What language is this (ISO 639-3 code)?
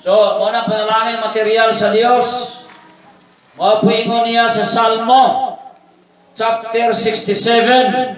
ceb